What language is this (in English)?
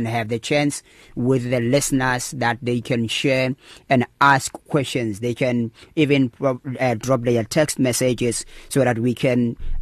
English